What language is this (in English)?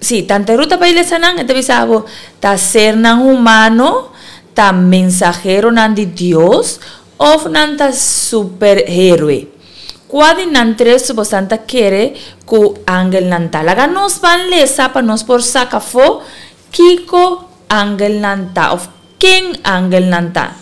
Papiamento